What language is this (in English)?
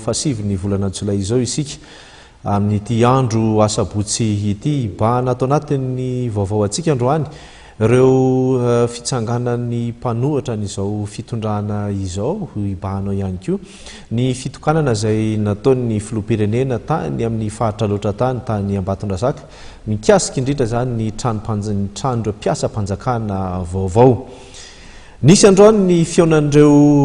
Malagasy